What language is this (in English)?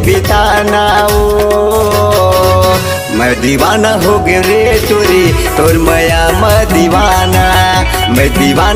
Chhattisgarhi